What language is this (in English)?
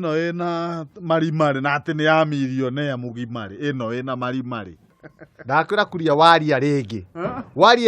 Kikuyu